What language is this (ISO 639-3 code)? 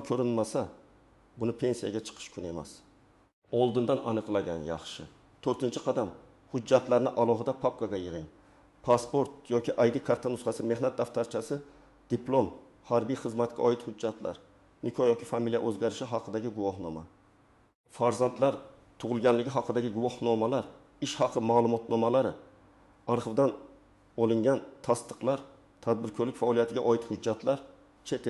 uzb